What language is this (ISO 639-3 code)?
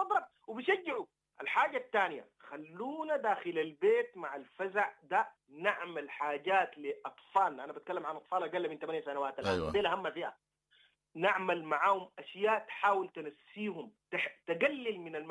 apd